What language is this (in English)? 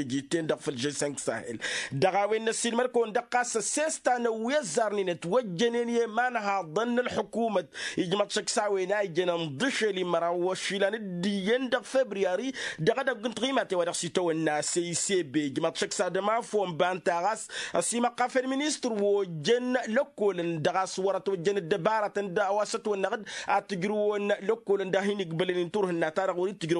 Tamasheq